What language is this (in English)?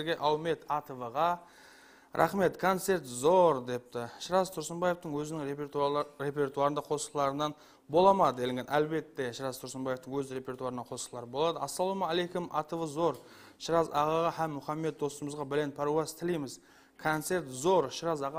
Kara-Kalpak